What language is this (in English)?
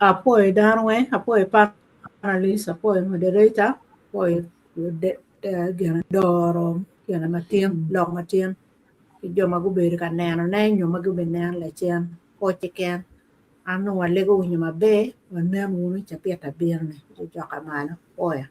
Acoli